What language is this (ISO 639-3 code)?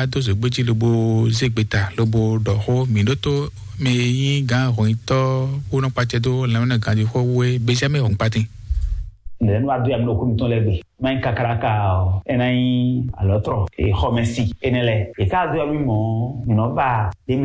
fon